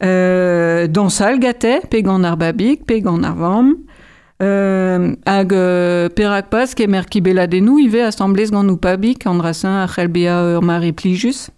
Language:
Breton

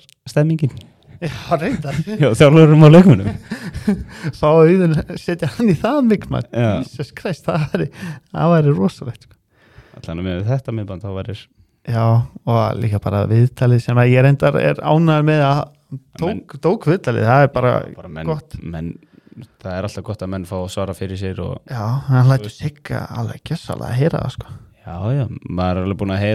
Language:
Icelandic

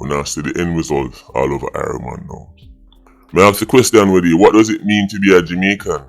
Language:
Jamaican Creole English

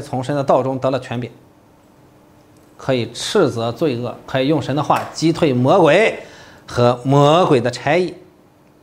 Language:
Chinese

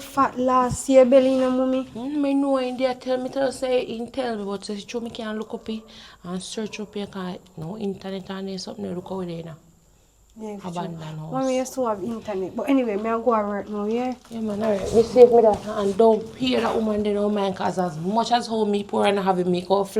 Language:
Jamaican Creole English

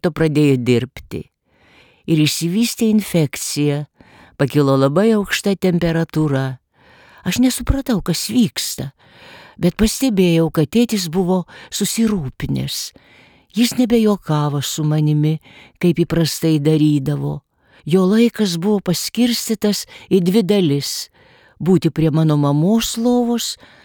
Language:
Lithuanian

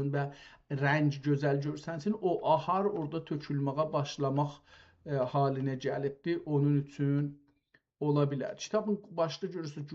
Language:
South Azerbaijani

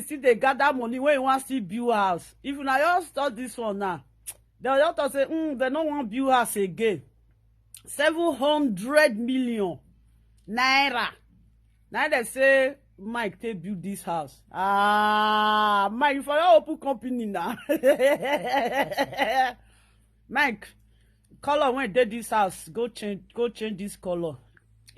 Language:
Nigerian Pidgin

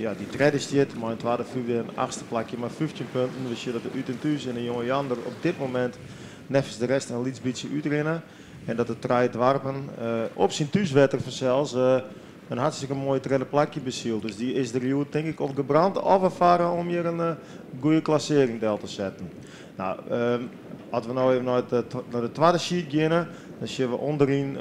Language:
Western Frisian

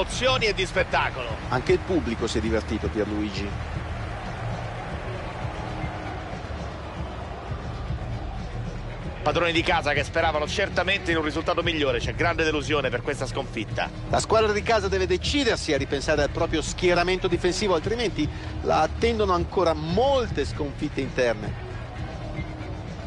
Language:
Italian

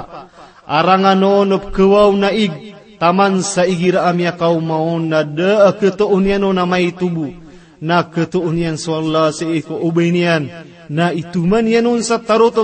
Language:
Maranao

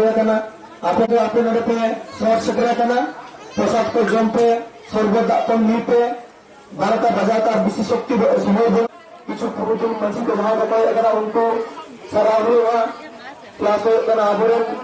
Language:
Santali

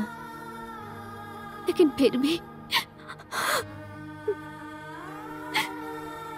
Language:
Bhojpuri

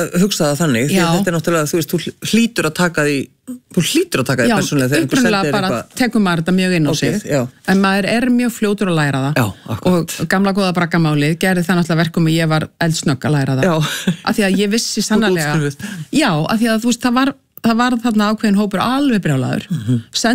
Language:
Icelandic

